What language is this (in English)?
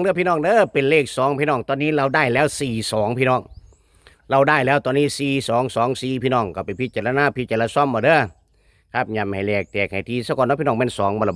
Northeastern Thai